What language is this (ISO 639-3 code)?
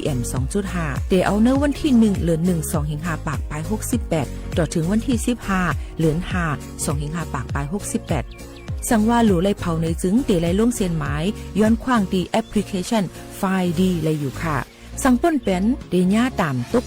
shn